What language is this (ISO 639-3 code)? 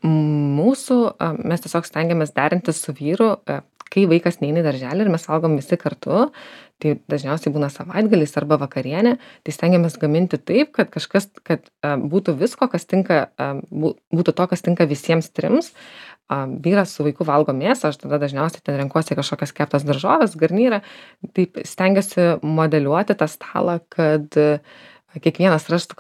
lit